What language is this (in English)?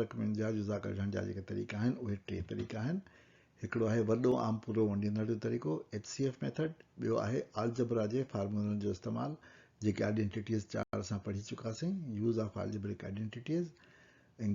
Sindhi